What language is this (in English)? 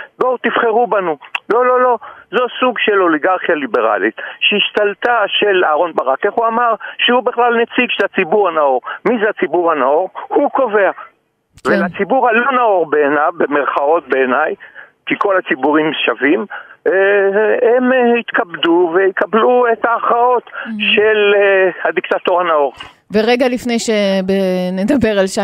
Hebrew